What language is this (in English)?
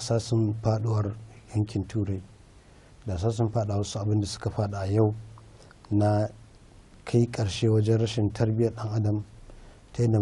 Hausa